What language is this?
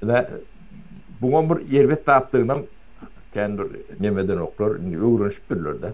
Turkmen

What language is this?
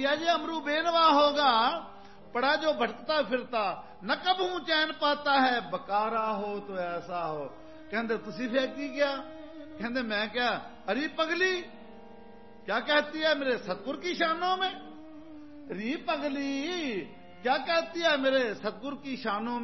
Punjabi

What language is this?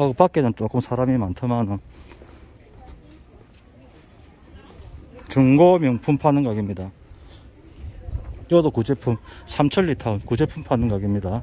Korean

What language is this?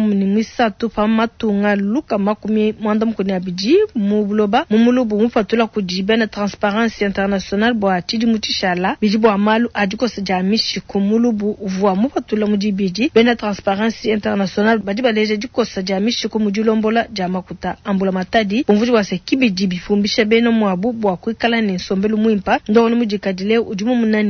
Luba-Lulua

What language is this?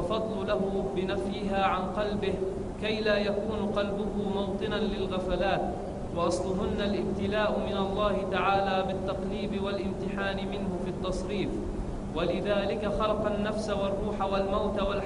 Arabic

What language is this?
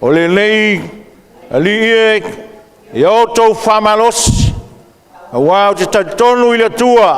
Samoan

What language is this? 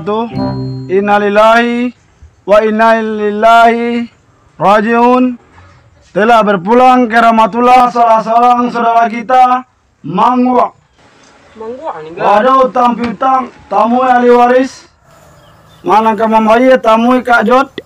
Minangkabau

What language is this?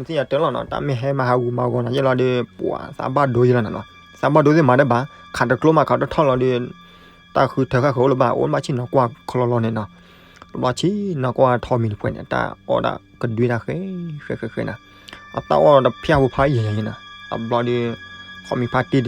S'gaw Karen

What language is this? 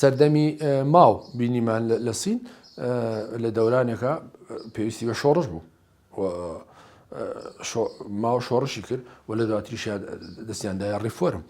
Central Kurdish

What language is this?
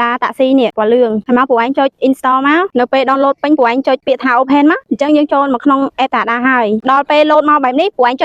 Khmer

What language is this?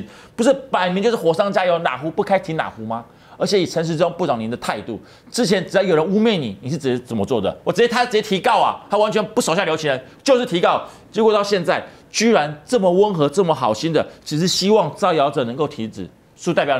Chinese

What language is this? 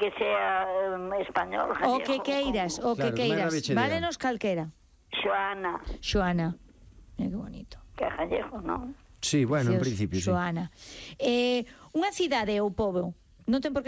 Galician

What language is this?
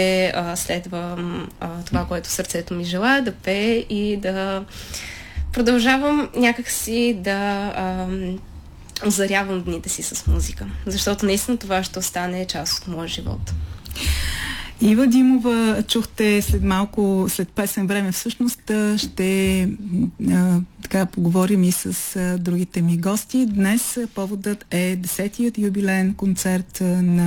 Bulgarian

